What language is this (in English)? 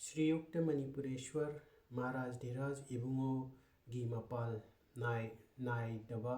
Manipuri